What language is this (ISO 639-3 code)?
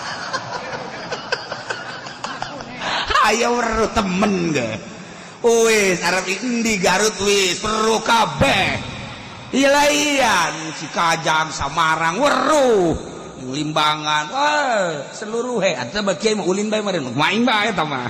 sun